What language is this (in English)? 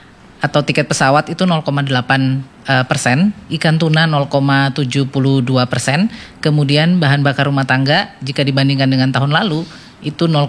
Indonesian